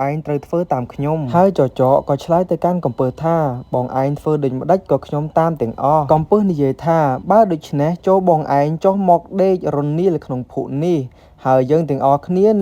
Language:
Khmer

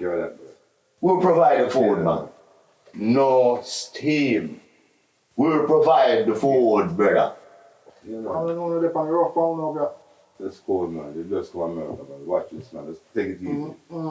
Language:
Jamaican Creole English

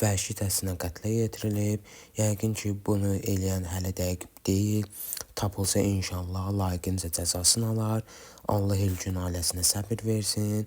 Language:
Azerbaijani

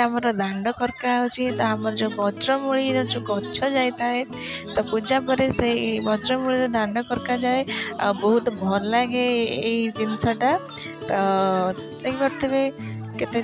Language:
Odia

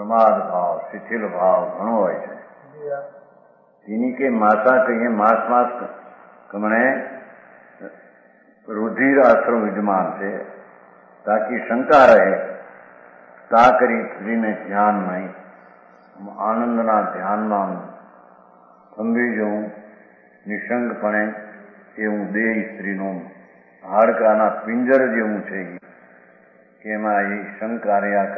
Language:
Gujarati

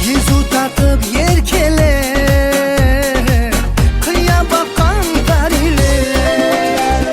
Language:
Kara-Kalpak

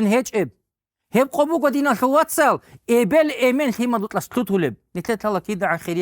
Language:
Avaric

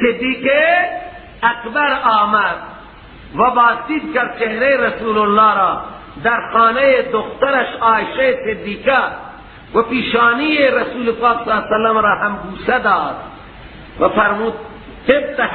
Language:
Persian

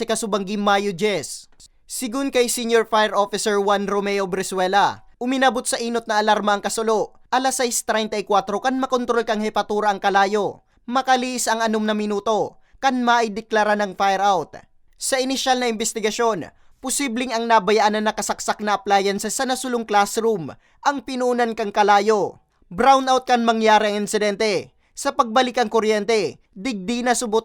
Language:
Bikol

